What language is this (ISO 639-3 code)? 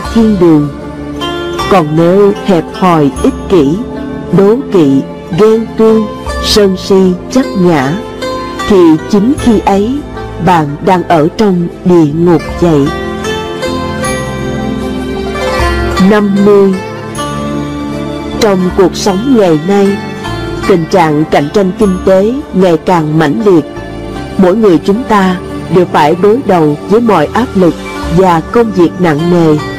vie